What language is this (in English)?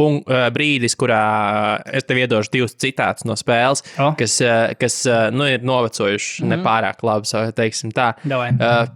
Latvian